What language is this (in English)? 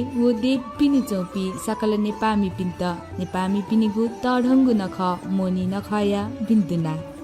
Newari